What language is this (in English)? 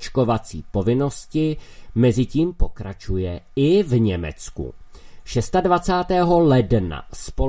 Czech